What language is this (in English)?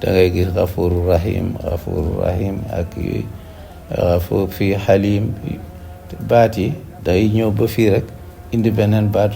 Wolof